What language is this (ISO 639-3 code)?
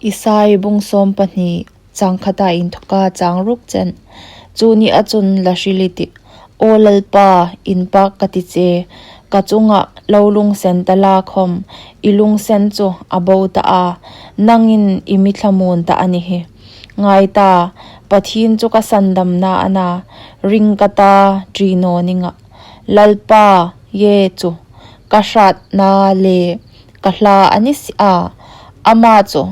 hmr